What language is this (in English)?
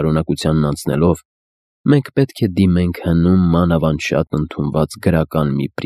Armenian